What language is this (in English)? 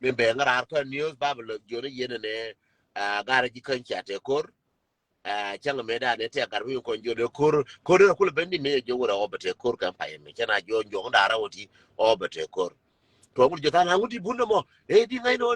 Nuer